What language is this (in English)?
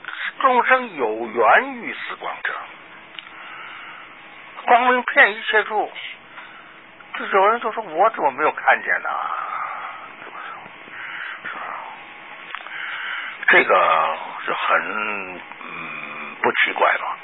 Chinese